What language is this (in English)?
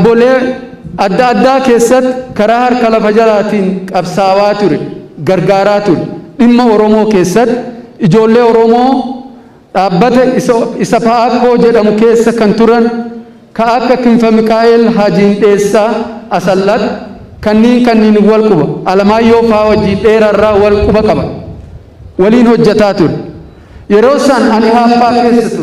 Oromo